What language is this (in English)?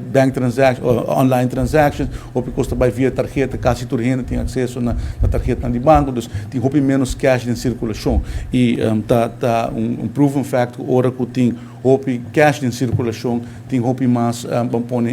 Papiamento